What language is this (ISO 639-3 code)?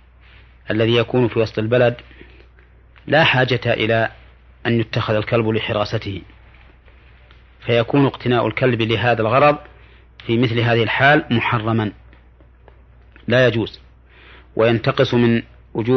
ara